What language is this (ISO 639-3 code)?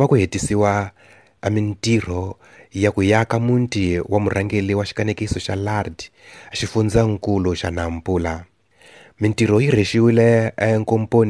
tso